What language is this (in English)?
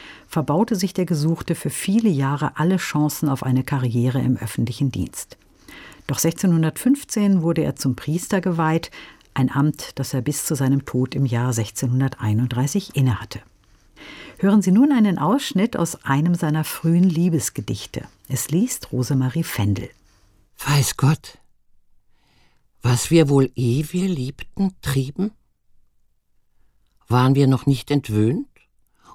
German